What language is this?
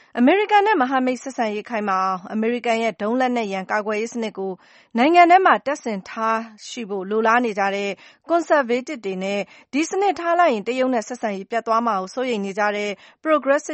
Burmese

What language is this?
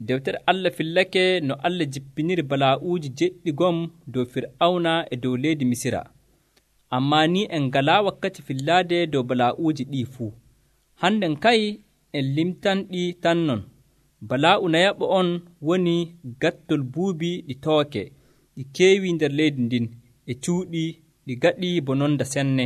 Nigerian Fulfulde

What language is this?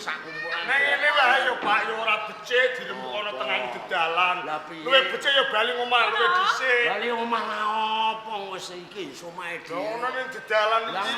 Javanese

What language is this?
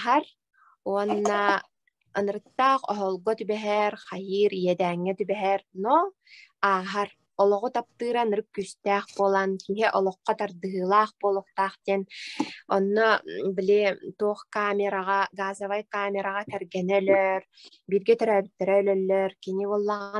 Yakut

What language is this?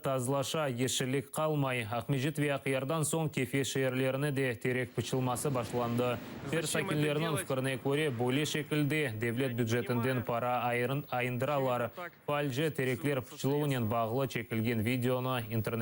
Crimean Tatar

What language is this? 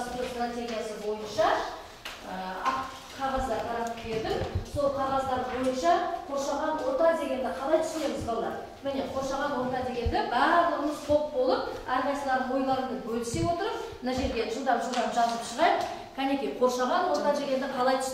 Kazakh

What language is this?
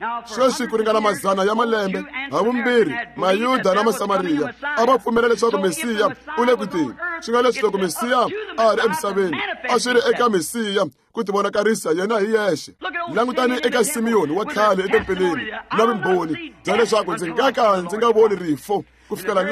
Tsonga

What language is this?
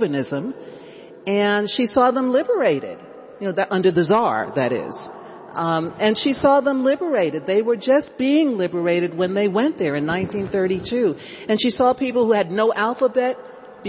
English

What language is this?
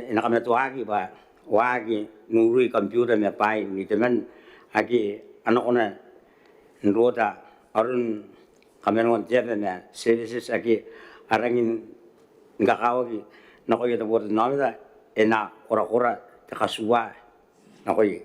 Gilbertese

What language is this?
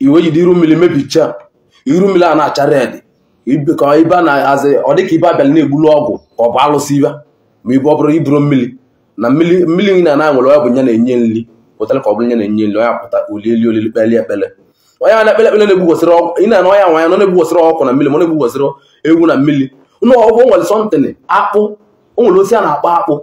Igbo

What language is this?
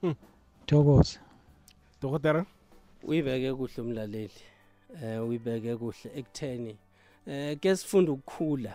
South Ndebele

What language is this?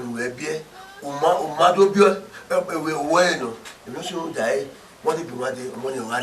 Bini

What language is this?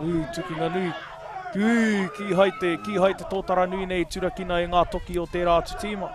Māori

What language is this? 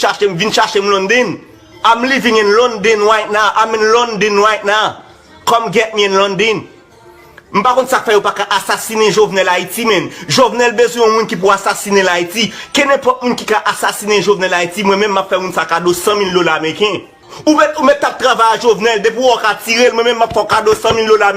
Haitian Creole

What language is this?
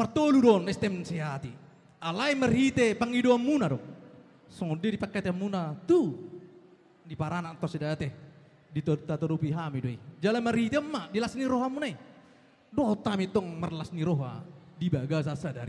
Batak Toba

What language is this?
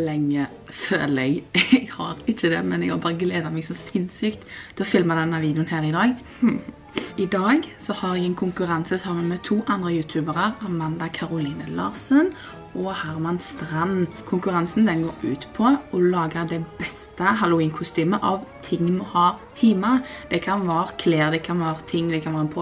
Norwegian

